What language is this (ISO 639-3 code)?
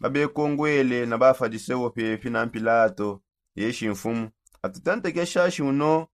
sop